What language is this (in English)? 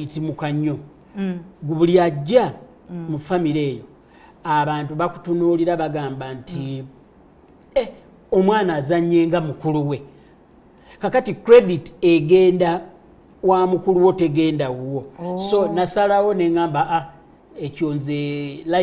Ganda